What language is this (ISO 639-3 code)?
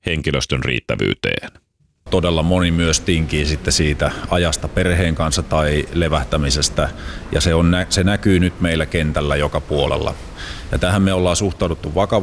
fin